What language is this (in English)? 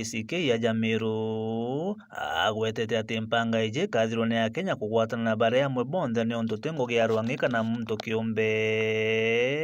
Meru